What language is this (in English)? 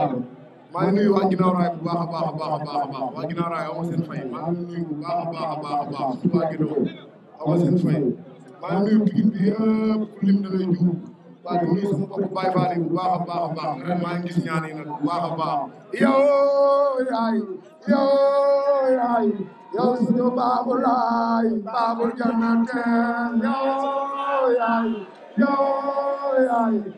Wolof